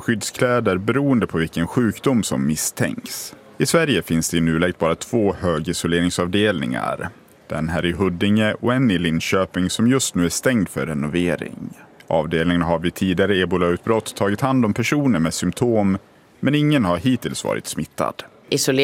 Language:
Swedish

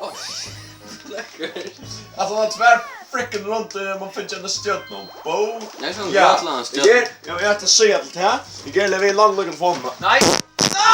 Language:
Faroese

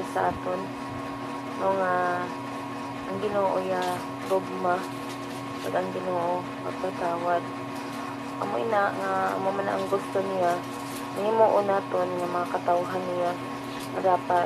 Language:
Hiligaynon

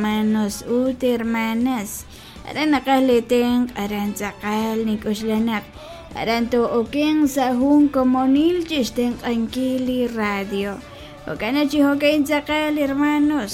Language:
Kekchí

